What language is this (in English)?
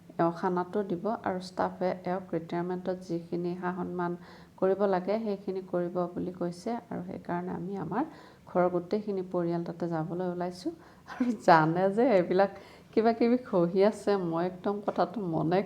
Assamese